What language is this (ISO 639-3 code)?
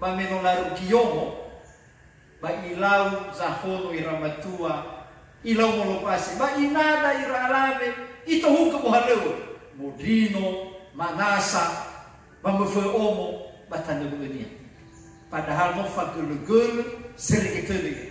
nia